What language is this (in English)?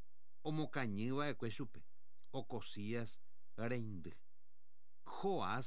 Guarani